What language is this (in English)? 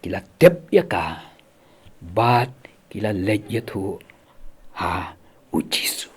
Khasi